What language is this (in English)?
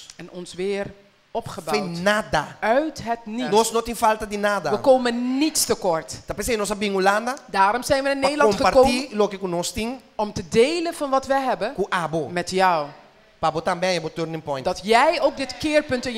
Papiamento